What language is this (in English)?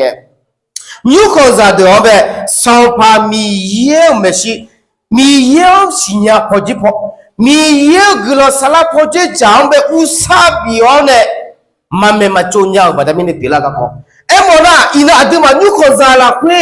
Akha